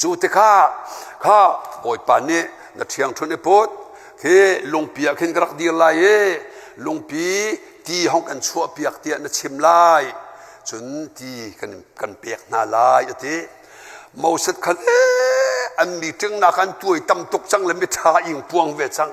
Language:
Hakha Chin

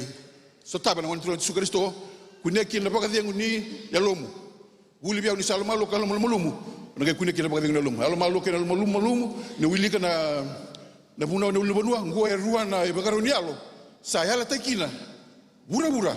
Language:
Fijian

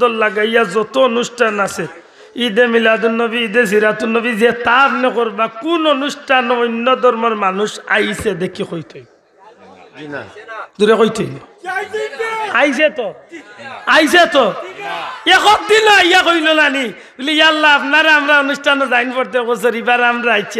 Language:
Sylheti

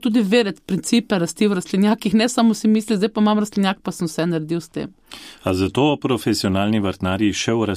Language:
Slovenian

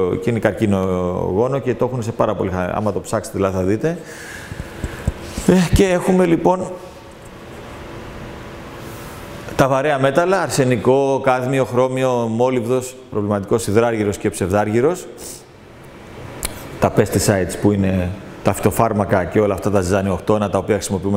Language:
Greek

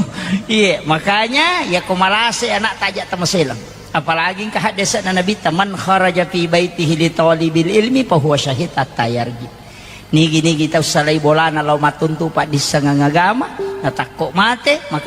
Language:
Buginese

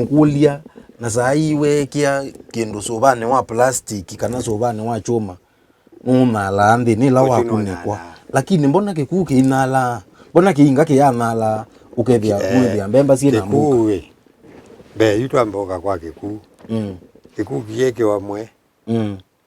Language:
Kamba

